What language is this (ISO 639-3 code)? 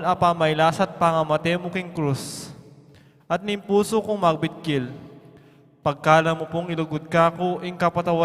pam